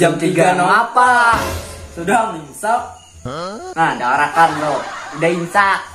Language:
Banjar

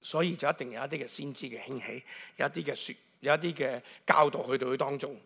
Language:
Cantonese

